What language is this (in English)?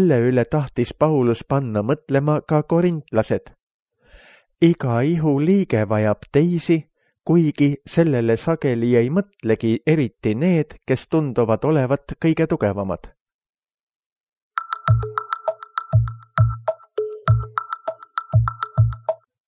Estonian